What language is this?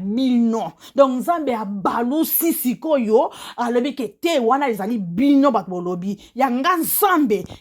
Lingala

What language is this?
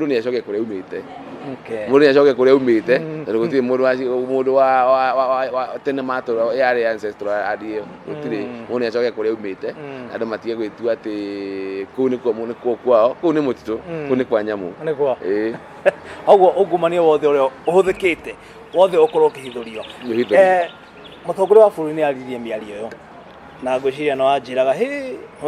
Kikuyu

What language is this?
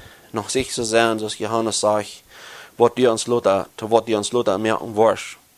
Plautdietsch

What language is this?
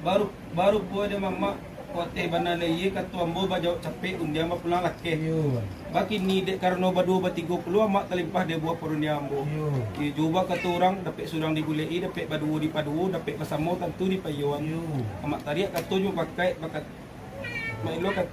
Minangkabau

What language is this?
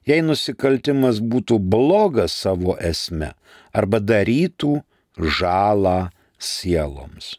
Lithuanian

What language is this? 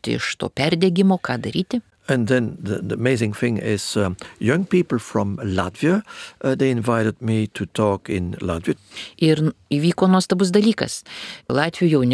Lithuanian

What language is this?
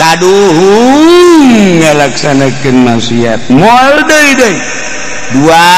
Sundanese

